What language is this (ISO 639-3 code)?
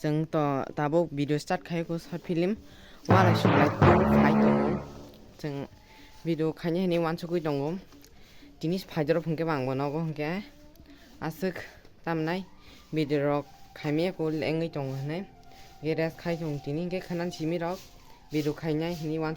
trp